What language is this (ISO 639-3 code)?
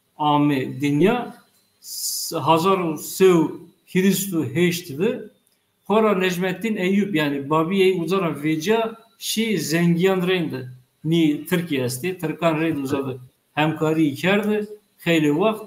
zza